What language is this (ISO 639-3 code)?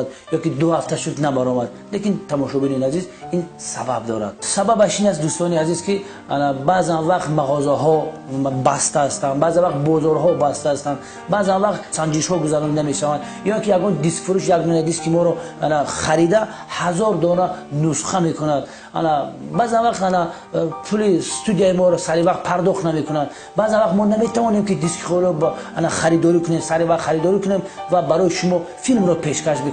tgk